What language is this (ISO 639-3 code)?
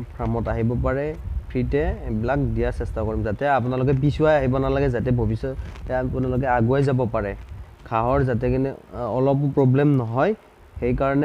asm